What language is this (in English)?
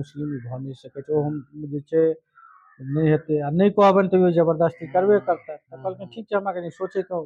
Maithili